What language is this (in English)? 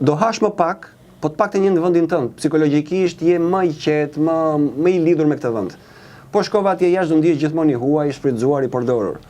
Albanian